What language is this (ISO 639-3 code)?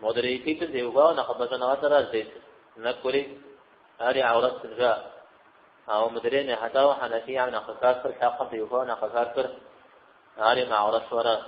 kbd